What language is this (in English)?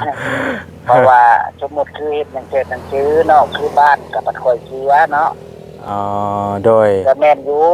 Lao